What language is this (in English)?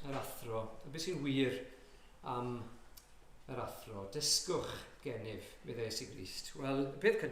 Welsh